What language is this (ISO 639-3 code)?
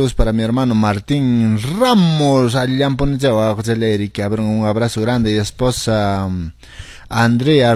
que